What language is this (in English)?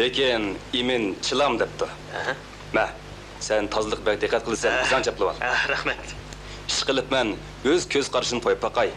Uyghur